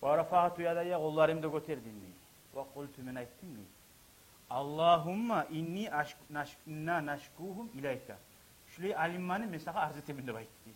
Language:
Kumyk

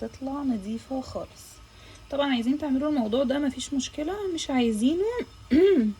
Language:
Egyptian Arabic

